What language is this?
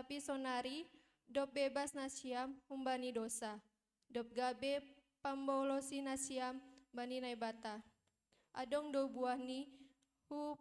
Batak Simalungun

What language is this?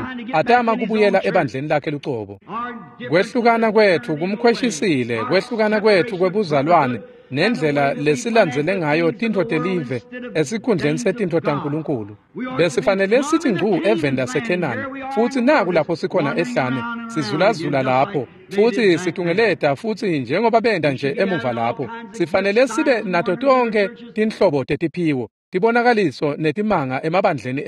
Swati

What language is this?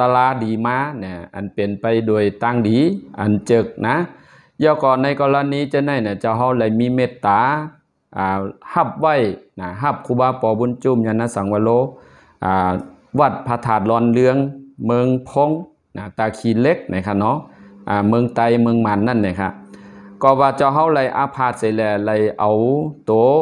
Shan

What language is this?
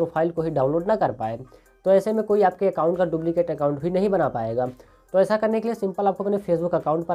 Hindi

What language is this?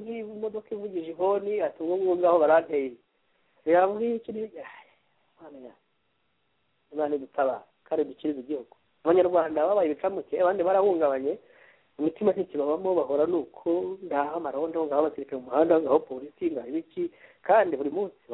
Kinyarwanda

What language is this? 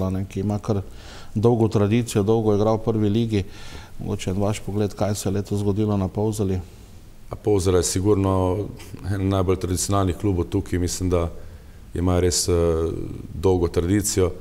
Slovenian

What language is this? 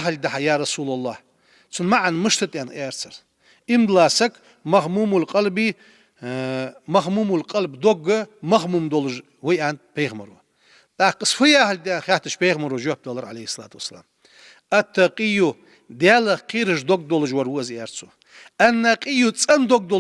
Ingush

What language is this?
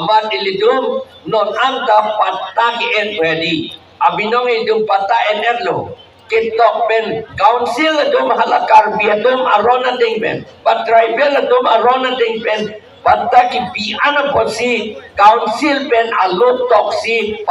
Karbi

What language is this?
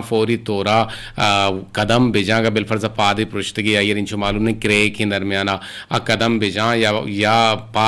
Eastern Balochi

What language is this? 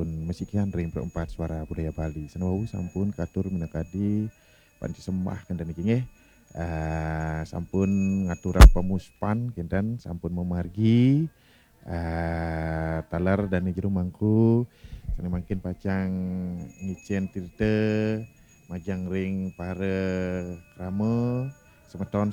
Balinese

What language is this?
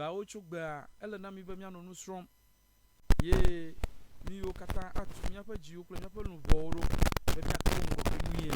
Ewe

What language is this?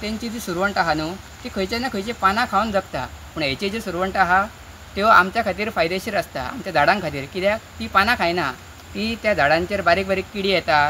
Konkani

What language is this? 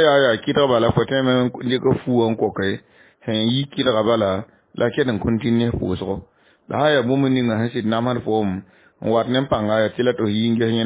Mossi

